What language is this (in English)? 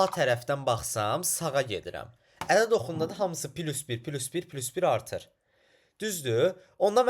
Azerbaijani